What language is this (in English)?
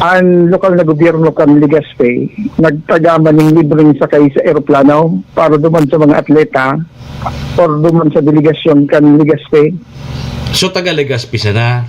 Bikol